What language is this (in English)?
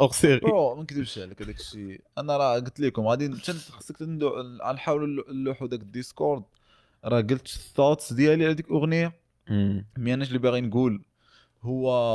Moroccan Arabic